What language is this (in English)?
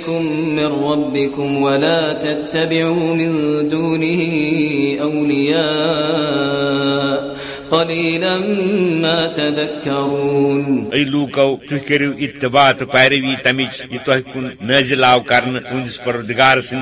Kashmiri